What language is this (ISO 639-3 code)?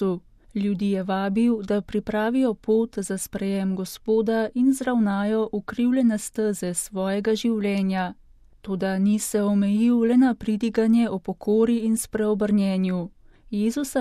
slv